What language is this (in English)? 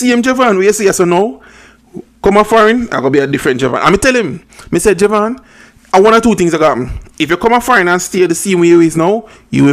Jamaican Creole English